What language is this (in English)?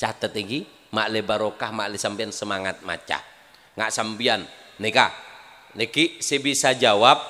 Madurese